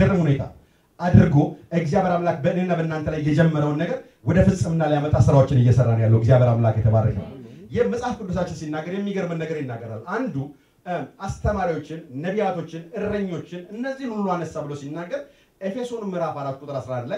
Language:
Amharic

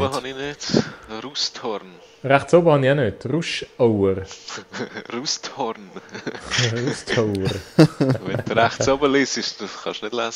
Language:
Swiss German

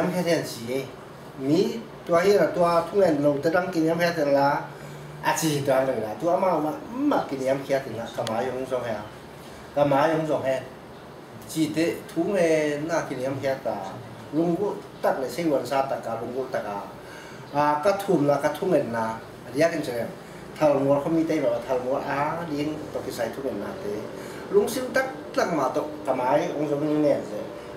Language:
Tedim Chin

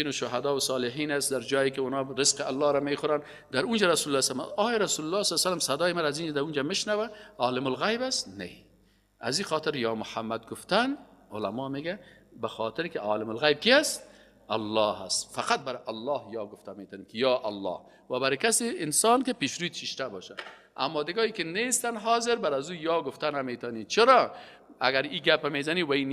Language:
Persian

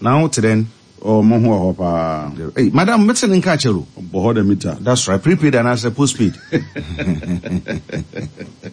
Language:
Akan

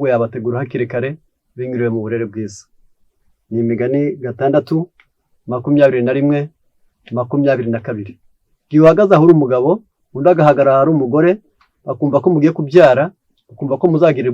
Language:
Kinyarwanda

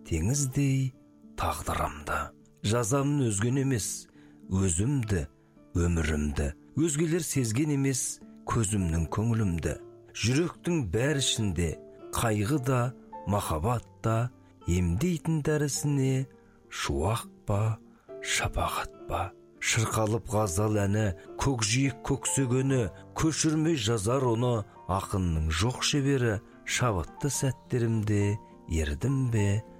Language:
Kazakh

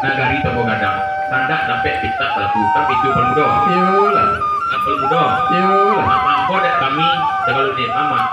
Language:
Minangkabau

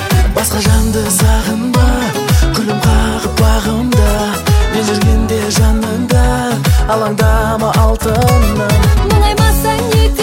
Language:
Kazakh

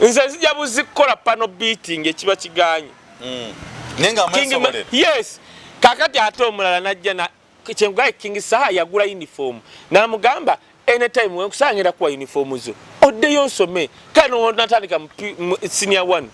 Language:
Ganda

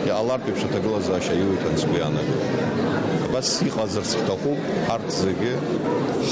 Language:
Abkhazian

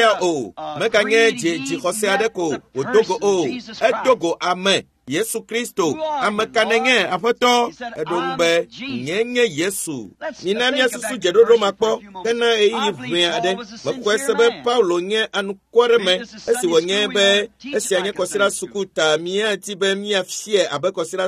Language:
Ewe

